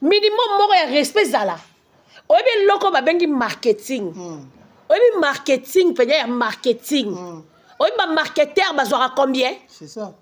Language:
Lingala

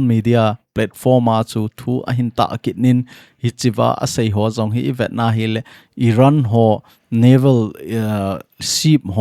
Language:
Thado Chin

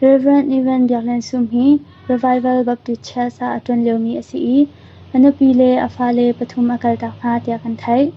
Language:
Hakha Chin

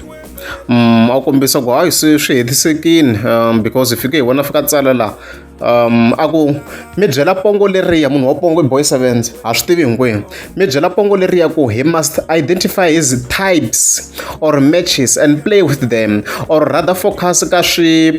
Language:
Tsonga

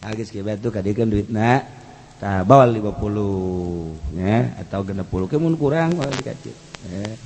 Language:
Sundanese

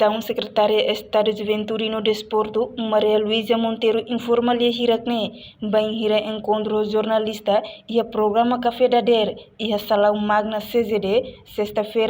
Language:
Tetum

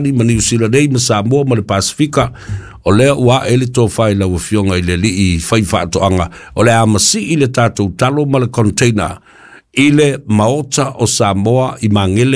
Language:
Samoan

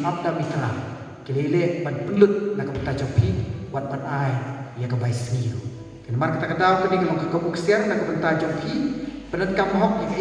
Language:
Khasi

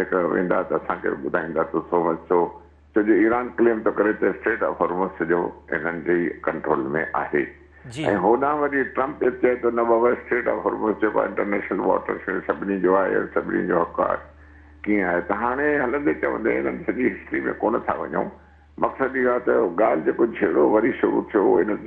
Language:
Sindhi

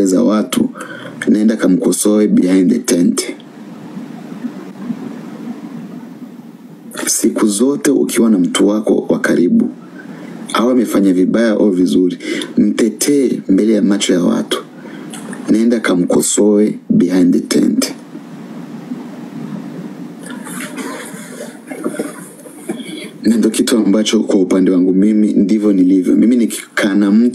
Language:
Swahili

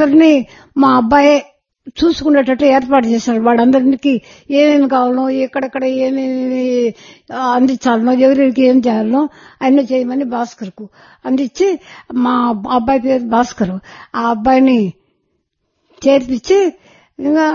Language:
Telugu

